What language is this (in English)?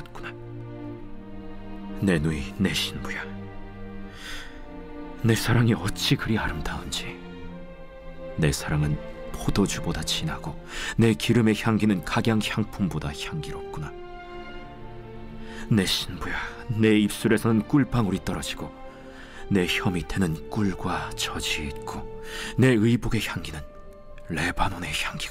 Korean